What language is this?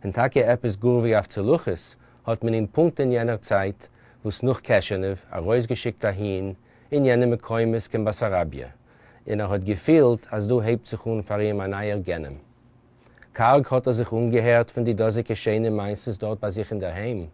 Yiddish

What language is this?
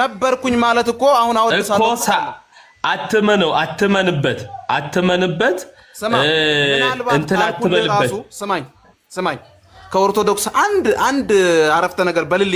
Amharic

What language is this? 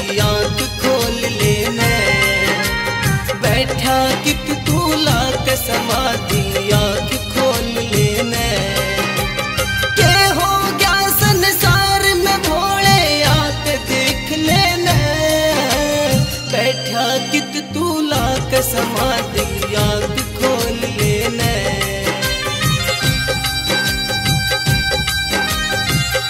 Haryanvi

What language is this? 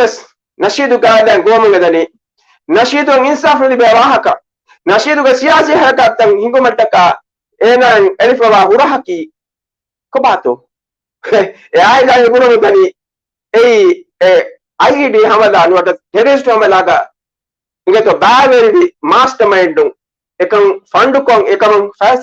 Divehi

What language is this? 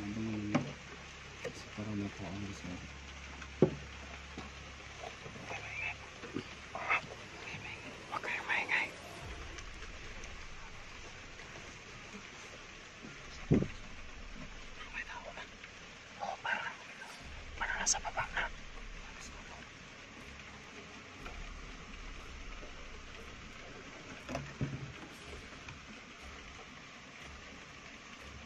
Filipino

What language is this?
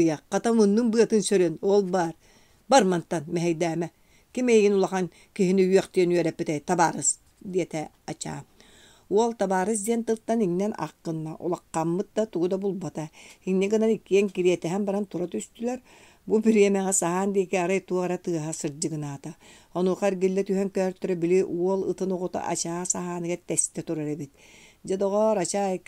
Yakut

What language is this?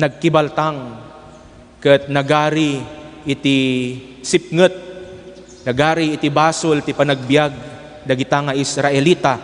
Iloko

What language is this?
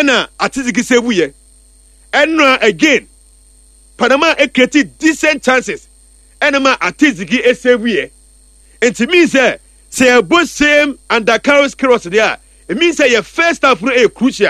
Akan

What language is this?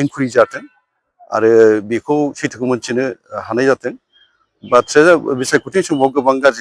Bodo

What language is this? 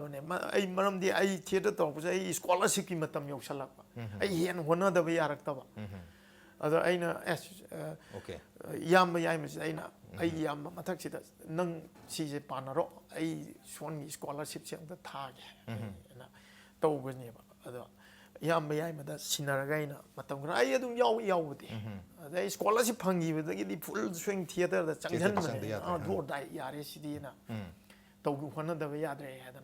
Manipuri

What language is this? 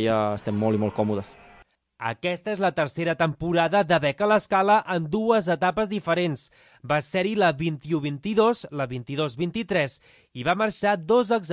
Catalan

